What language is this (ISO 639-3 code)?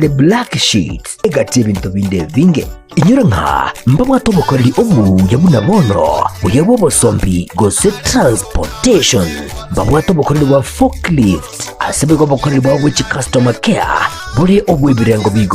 guz